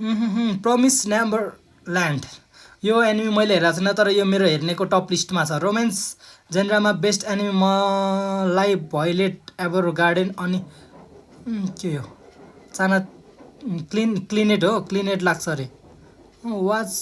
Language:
Nepali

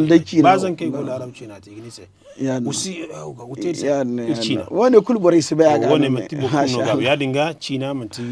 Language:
Zarma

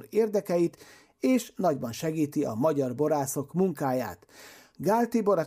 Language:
Hungarian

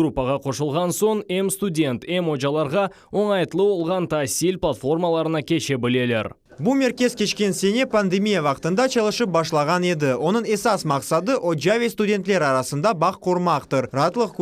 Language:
Crimean Tatar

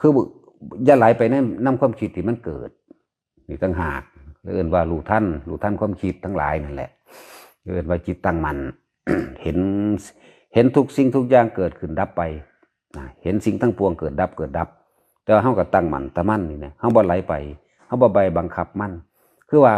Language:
Northeastern Thai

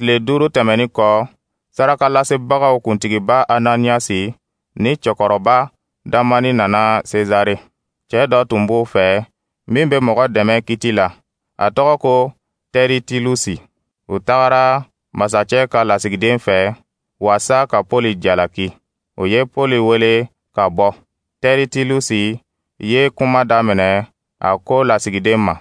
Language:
Dyula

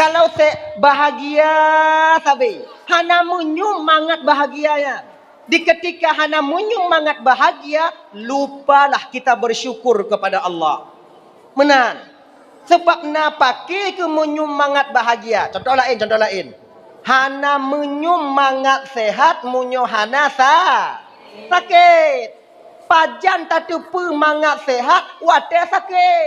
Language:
Achinese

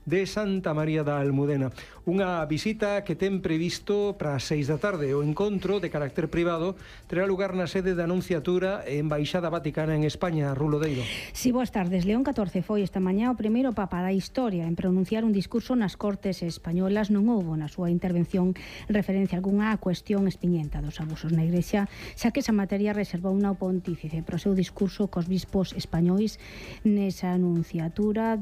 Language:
Galician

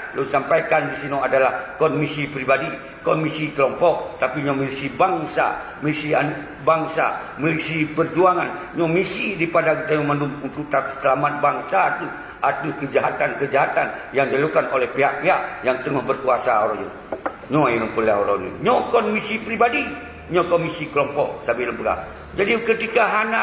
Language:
Achinese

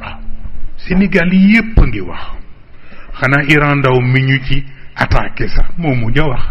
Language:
Wolof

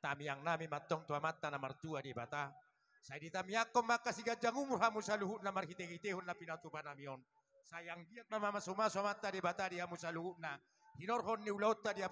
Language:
Batak Toba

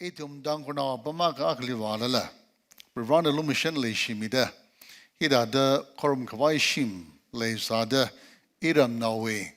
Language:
Tangkhul Naga (India)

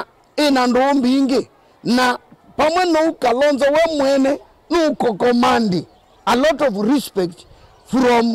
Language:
Kamba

